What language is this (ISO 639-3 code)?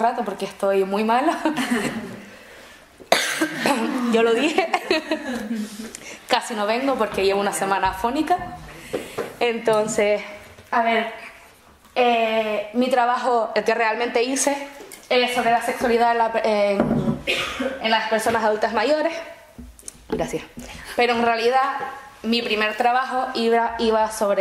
spa